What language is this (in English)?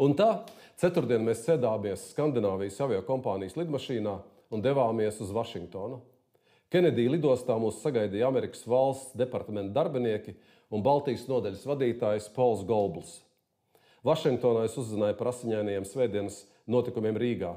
Latvian